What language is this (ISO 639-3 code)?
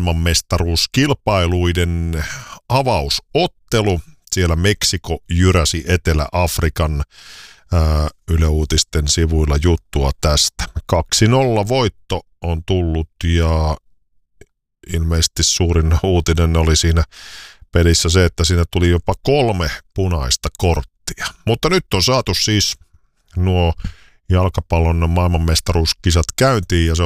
fin